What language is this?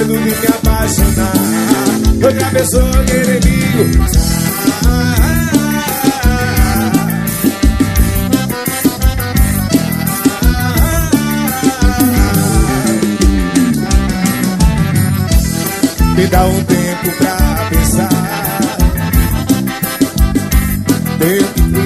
Portuguese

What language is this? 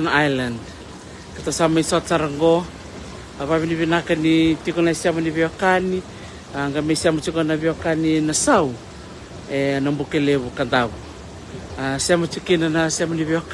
Fijian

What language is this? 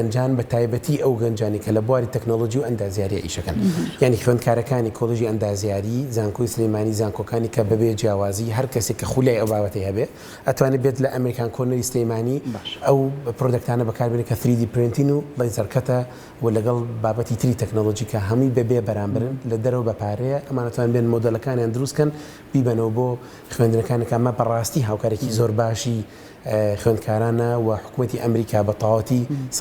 Central Kurdish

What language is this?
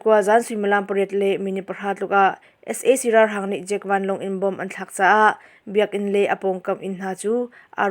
Hakha Chin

